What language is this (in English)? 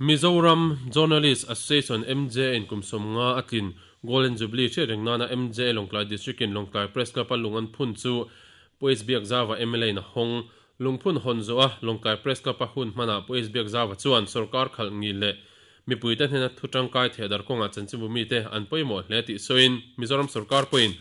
Mizo